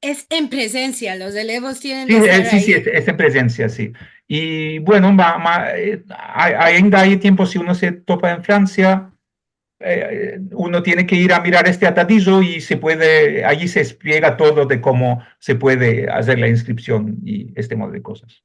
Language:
Ladino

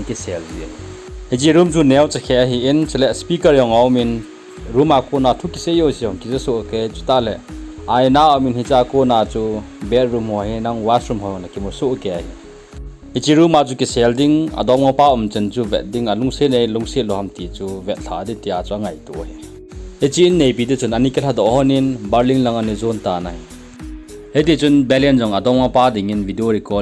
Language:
Thado Chin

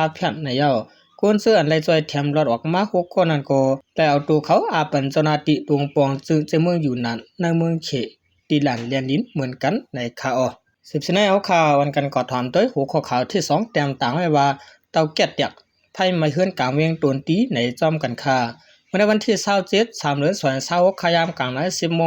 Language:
Shan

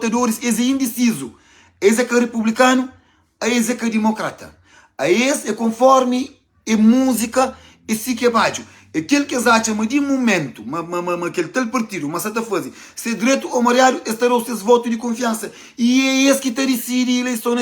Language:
Kabuverdianu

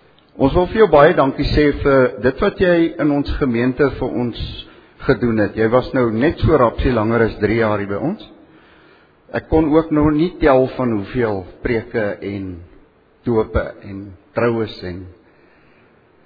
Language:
Afrikaans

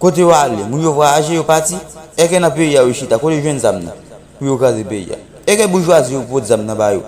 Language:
Haitian Creole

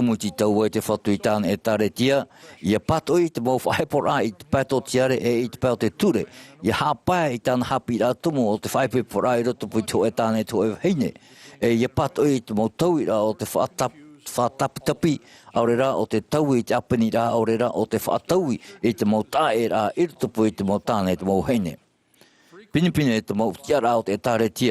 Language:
Tahitian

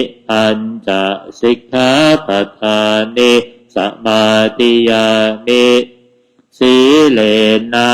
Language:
Pali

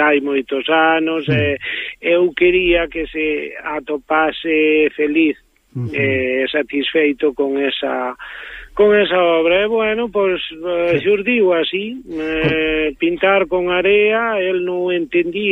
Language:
Galician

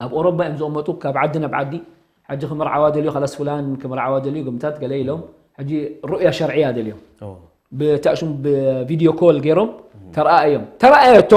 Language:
Tigrinya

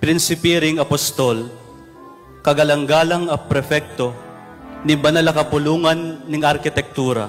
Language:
Pampanga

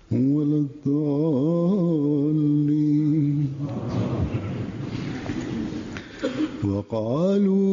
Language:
Bosnian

